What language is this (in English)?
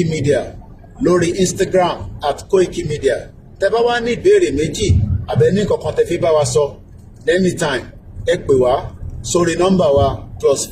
Yoruba